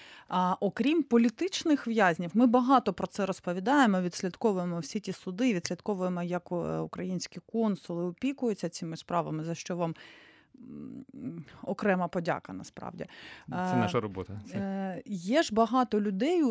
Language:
Ukrainian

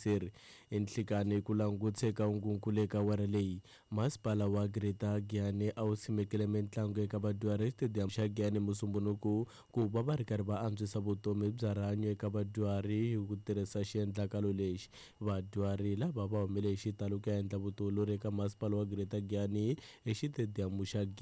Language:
Tsonga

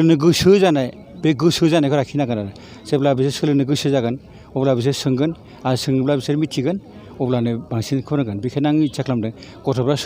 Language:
Bodo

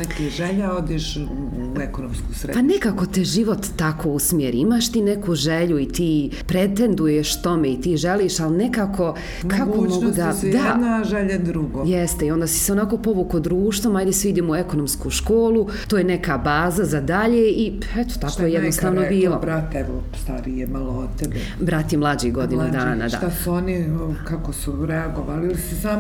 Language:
Bosnian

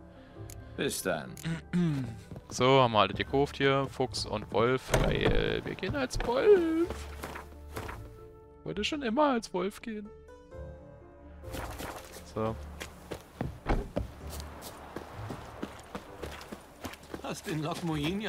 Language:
German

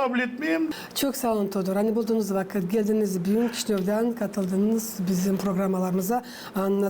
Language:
Gagauz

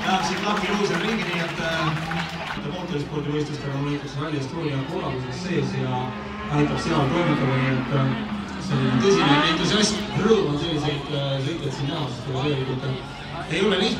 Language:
Estonian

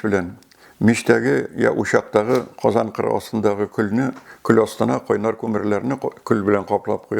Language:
Tatar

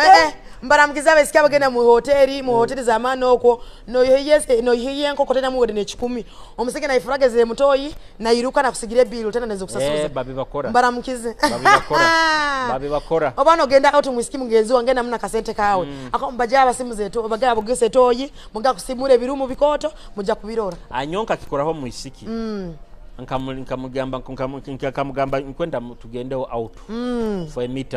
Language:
Nyoro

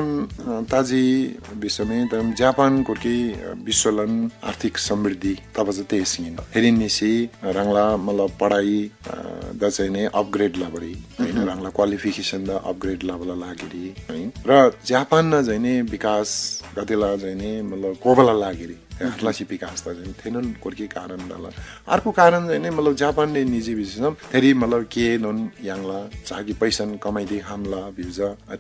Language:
Eastern Tamang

